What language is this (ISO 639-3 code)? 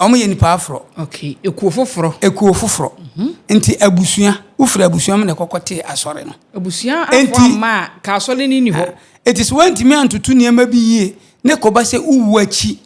aka